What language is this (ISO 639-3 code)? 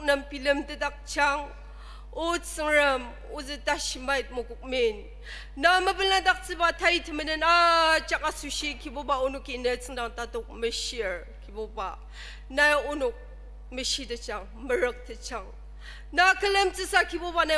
njo